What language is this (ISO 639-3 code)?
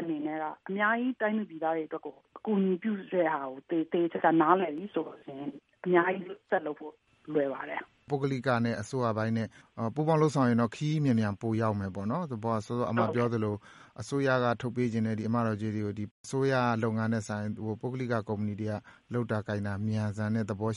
mya